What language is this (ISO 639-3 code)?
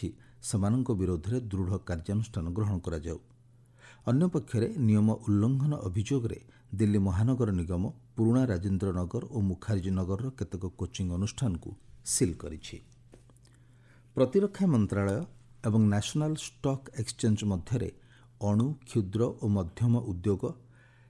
ori